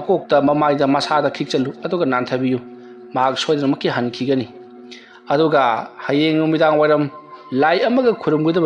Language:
Manipuri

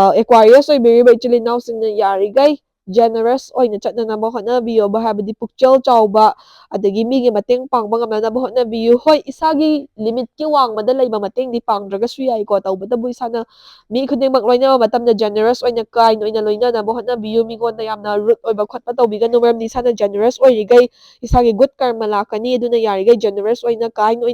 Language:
Manipuri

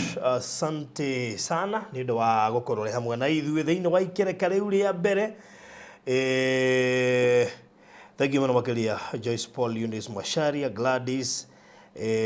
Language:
Kikuyu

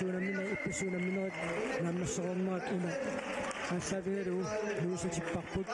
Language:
Kalaallisut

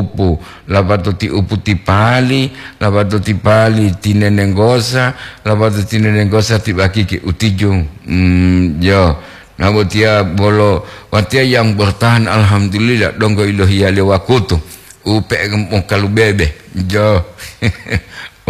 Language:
Gorontalo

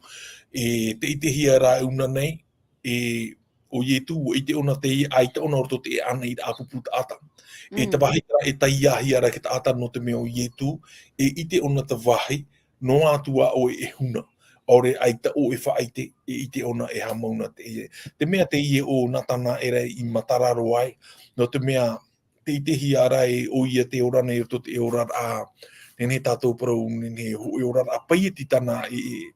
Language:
Tahitian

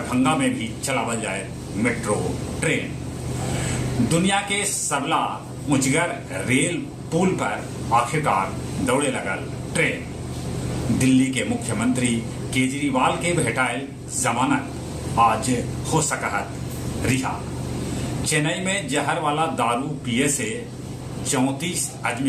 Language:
Magahi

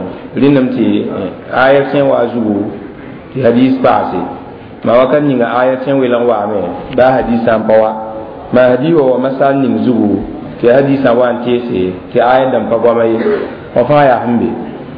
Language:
Mossi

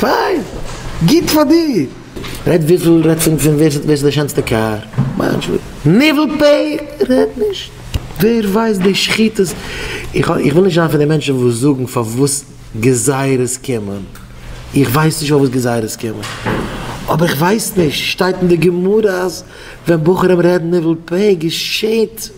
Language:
Yiddish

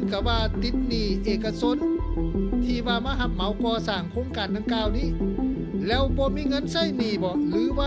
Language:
Lao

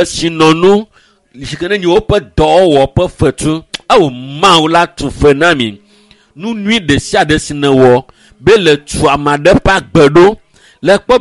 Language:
Ewe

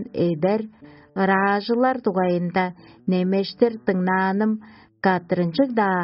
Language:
Tuvinian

